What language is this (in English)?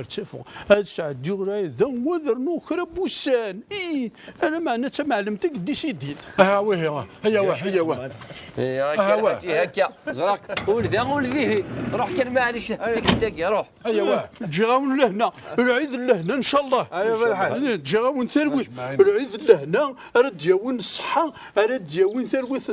Kabyle